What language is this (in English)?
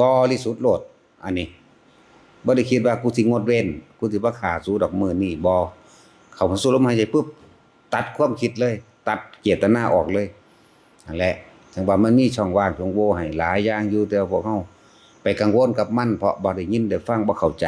Northeastern Thai